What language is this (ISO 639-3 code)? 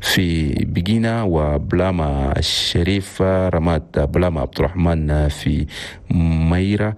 shu